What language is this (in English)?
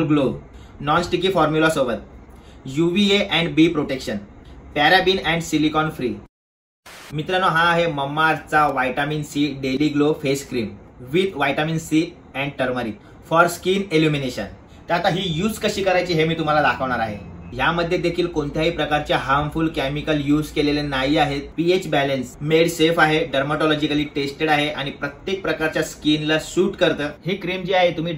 Marathi